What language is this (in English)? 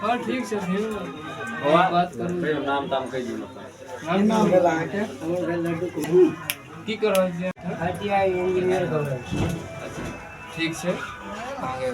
Maithili